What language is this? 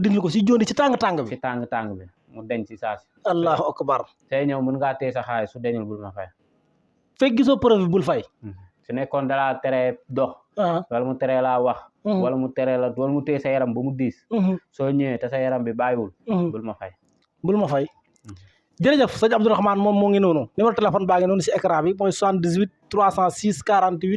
Wolof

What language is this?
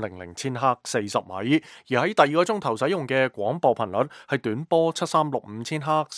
Cantonese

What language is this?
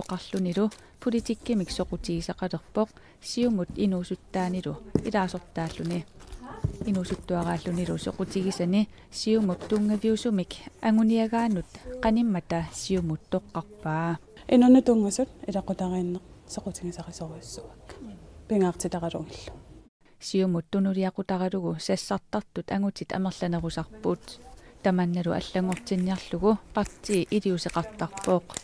Kalaallisut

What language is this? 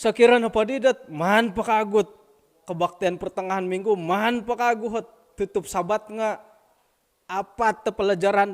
Central Dusun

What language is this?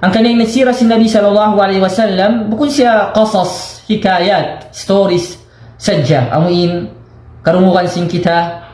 Tausug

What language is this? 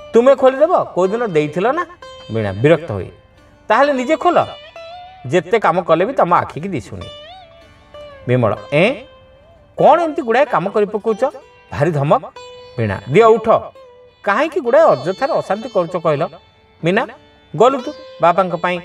Odia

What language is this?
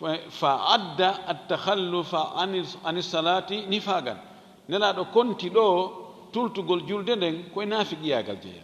Fula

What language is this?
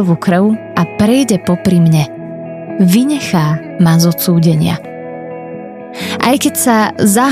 Slovak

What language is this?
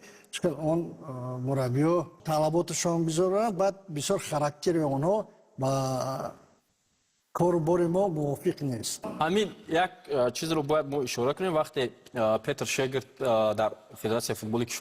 Tajik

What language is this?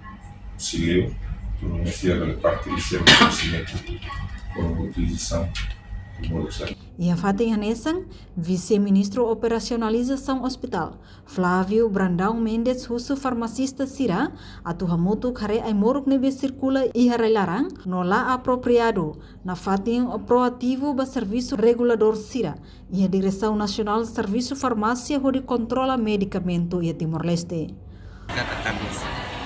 Tetum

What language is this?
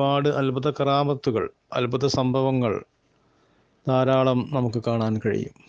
Malayalam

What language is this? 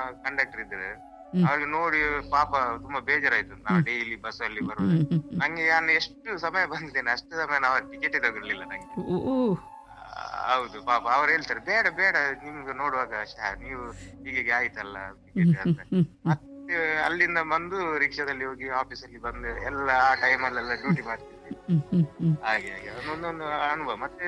Kannada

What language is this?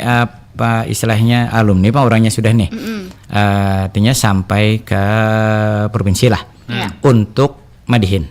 Banjar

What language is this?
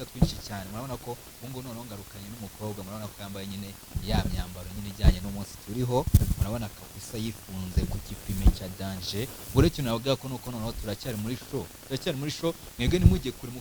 Kinyarwanda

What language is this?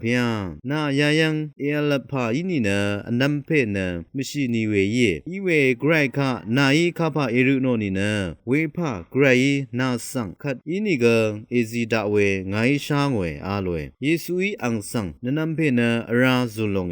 Rawang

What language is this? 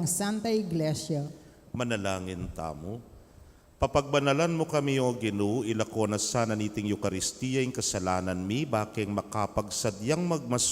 Pampanga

